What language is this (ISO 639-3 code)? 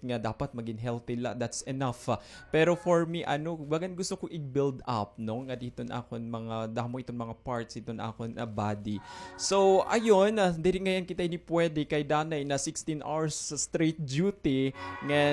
war